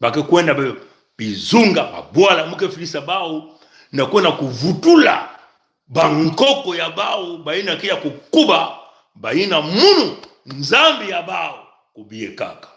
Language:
Kituba (Congo)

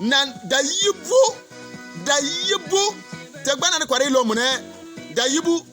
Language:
Bimoba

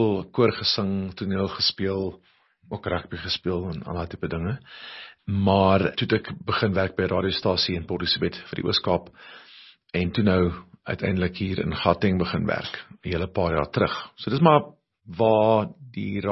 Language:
Afrikaans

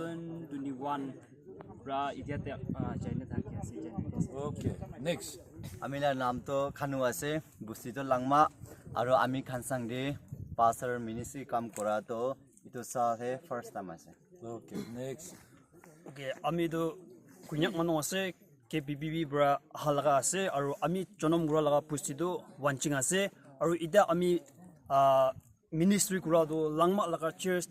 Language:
Naga Pidgin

